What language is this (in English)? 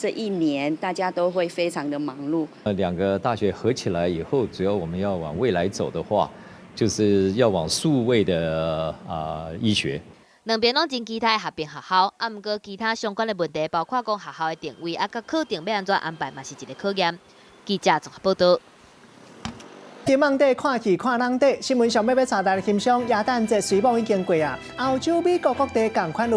Min Nan Chinese